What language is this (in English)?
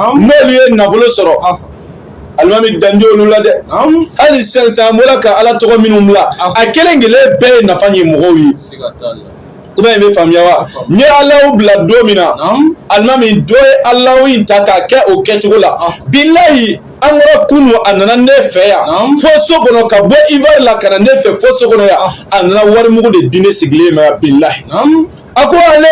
Bambara